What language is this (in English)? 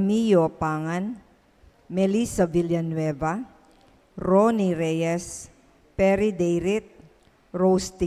Pampanga